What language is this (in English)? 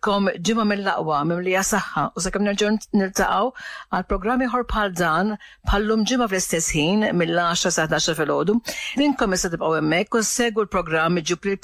Maltese